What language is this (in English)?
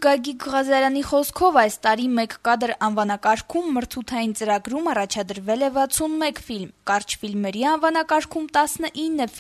Armenian